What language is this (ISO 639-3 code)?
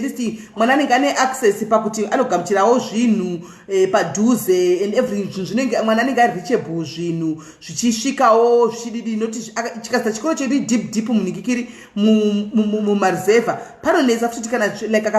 sna